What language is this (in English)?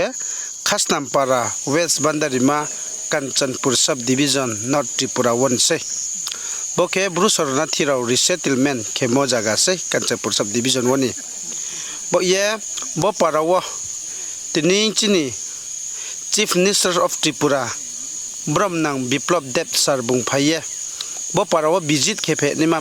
Riang (India)